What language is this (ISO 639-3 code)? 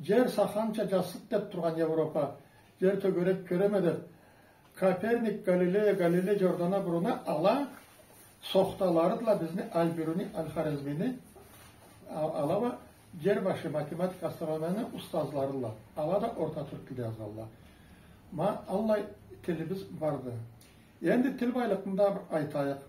krc